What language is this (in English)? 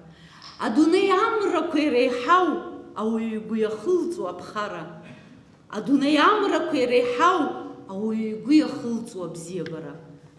Abkhazian